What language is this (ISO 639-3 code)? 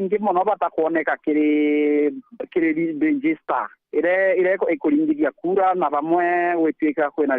mer